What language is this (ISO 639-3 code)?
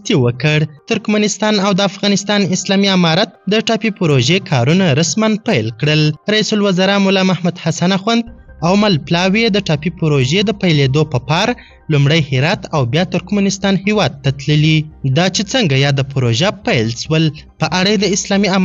pus